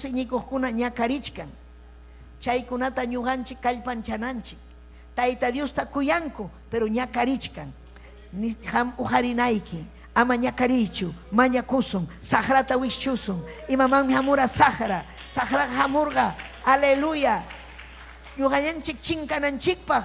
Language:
Ayacucho Quechua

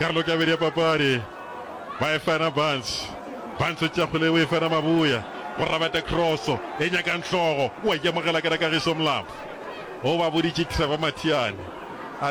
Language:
Northern Sotho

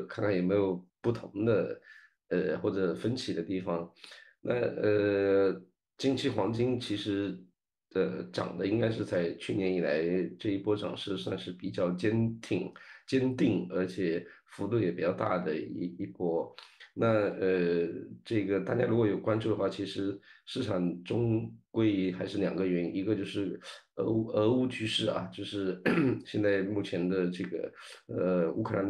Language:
Chinese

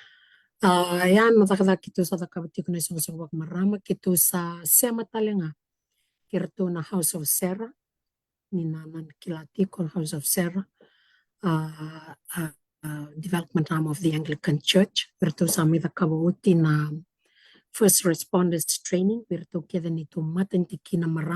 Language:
Fijian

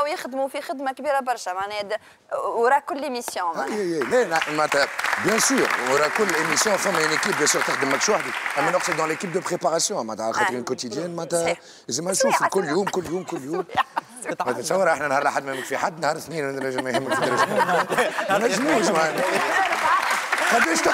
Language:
Tunisian Arabic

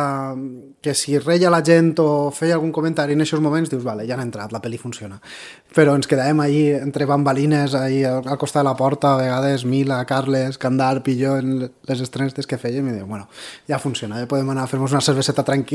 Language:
Catalan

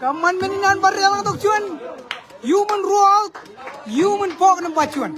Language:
Marshallese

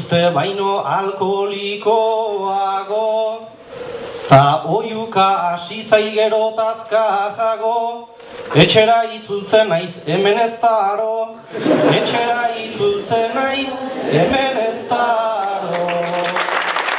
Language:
Basque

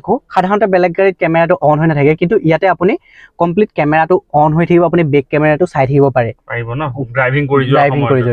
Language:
Assamese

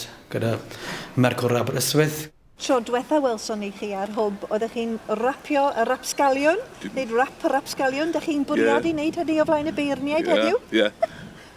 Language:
Welsh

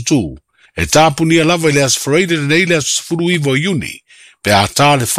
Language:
Samoan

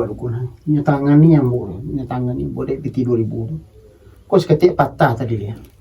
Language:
Minangkabau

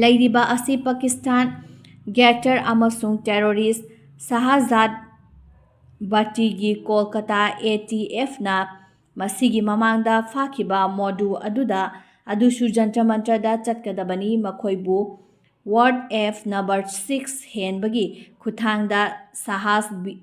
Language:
Manipuri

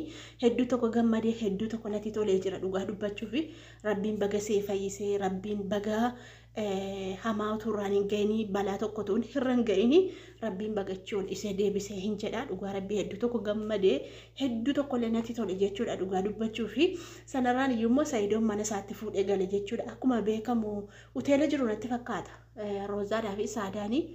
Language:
Oromo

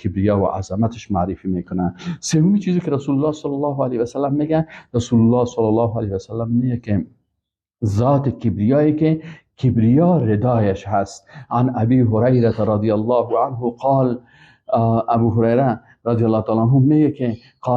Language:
Persian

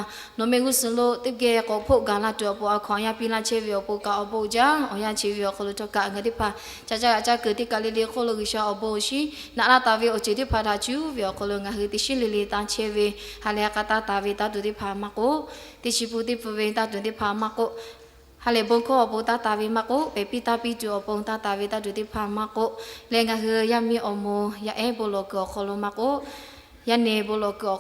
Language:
Lahu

